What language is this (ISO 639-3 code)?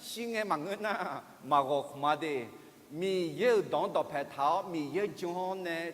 ahk